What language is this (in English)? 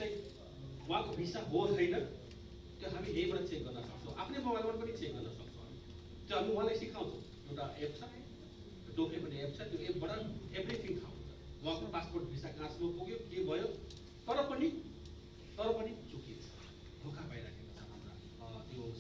Nepali